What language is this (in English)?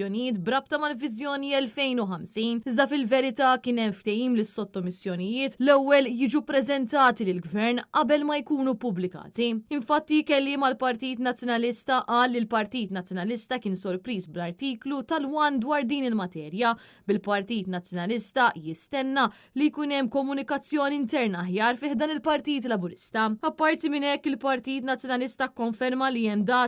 Maltese